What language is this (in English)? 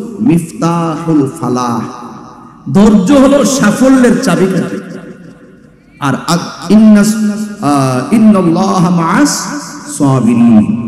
Bangla